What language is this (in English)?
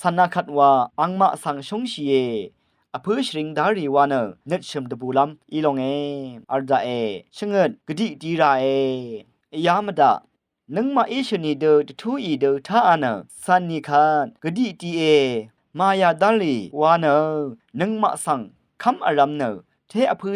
Rawang